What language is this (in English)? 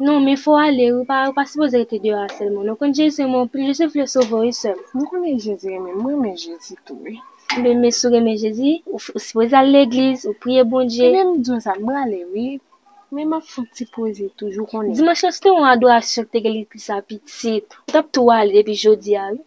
Haitian Creole